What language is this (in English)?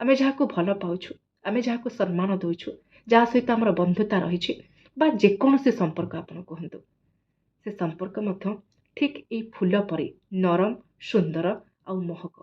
Odia